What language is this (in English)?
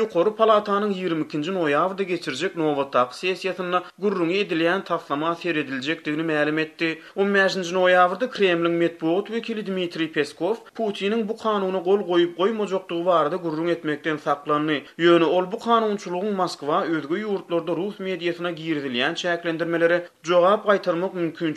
Turkmen